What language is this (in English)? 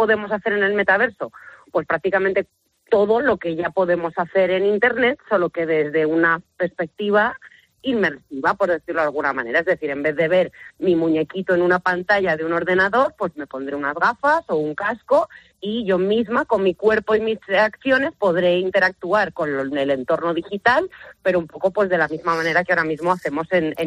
Spanish